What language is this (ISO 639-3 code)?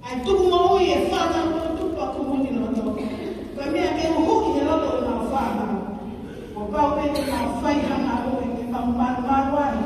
ton